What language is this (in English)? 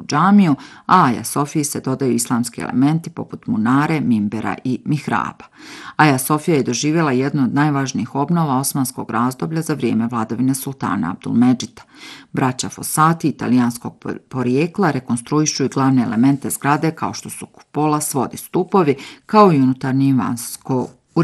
Bosnian